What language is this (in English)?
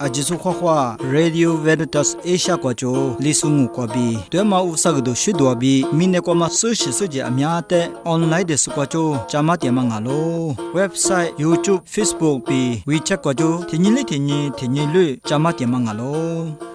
Lisu